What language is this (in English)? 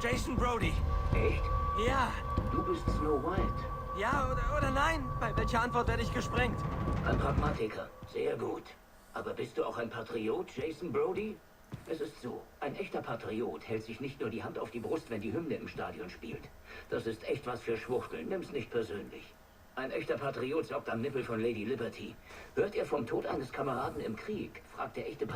Swiss German